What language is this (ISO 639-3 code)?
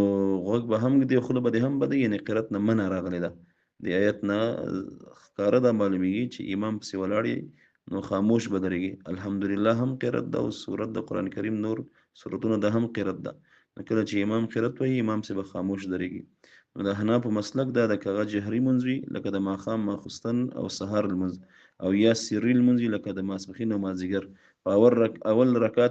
pus